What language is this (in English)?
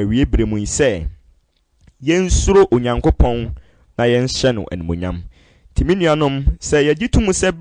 Akan